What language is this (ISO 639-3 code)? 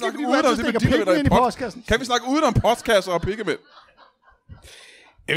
dan